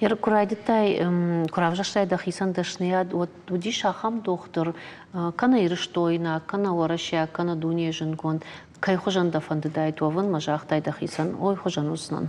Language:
Ossetic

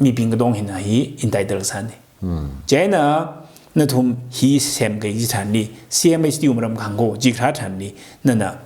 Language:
Tangkhul Naga (India)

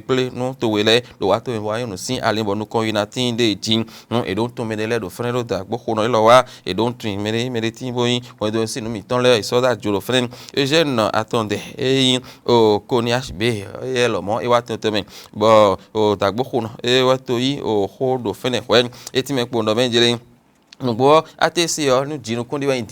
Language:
Fon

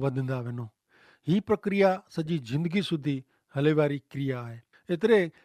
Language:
Kachhi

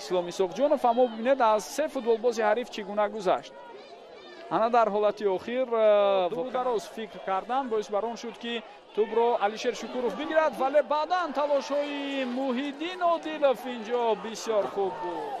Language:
Tajik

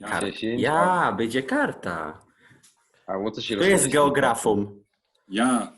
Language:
Silesian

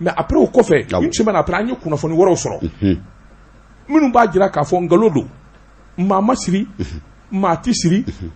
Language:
Bambara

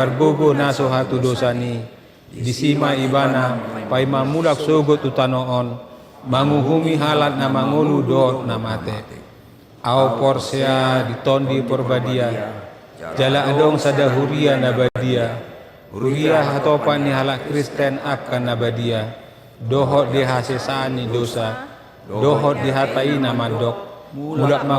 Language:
Batak Toba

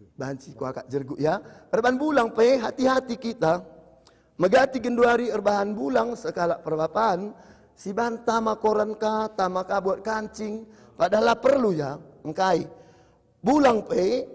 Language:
Batak Karo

